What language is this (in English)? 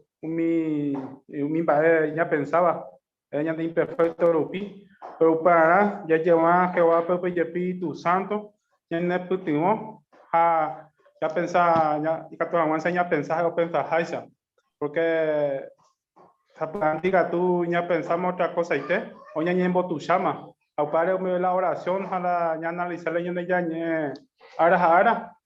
Guarani